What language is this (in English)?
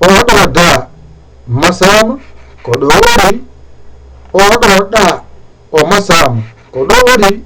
Fula